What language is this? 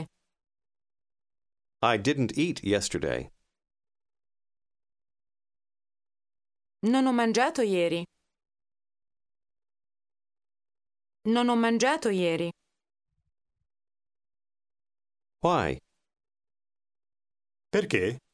Italian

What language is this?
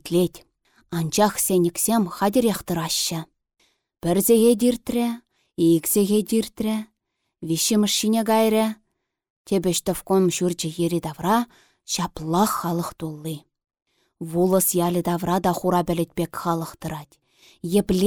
Chuvash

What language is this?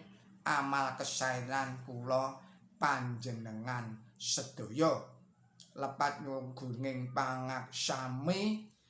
Javanese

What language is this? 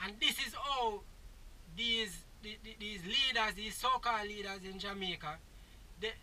Jamaican Creole English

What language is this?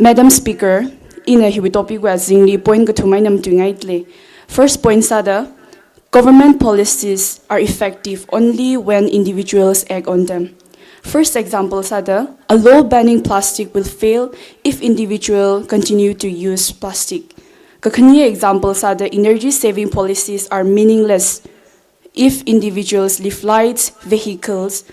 Tangkhul Naga (India)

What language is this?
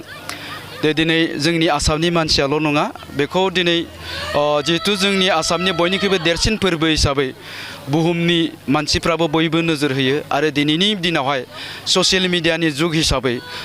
Bodo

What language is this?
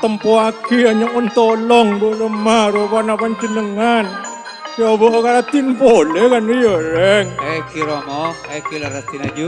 Madurese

